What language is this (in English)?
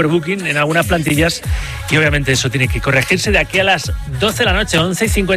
Spanish